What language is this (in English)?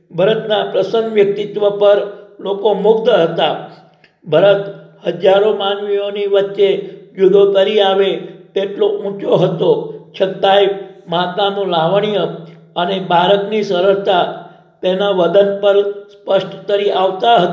Gujarati